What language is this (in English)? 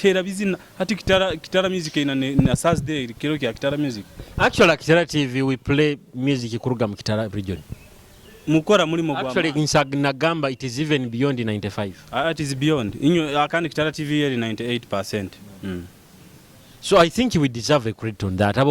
Nyoro